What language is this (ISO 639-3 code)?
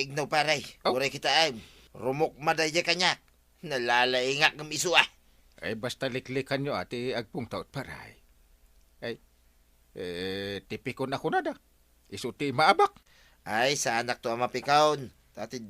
ilo